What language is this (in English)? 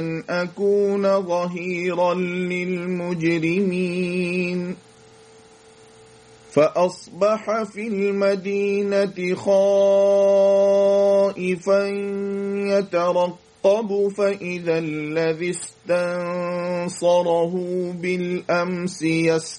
Arabic